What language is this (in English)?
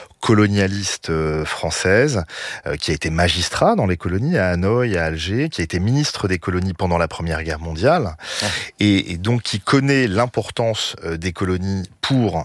French